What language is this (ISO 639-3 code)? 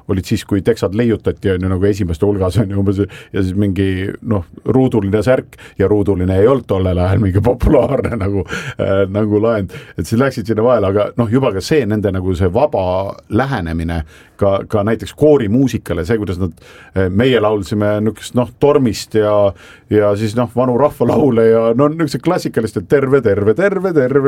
est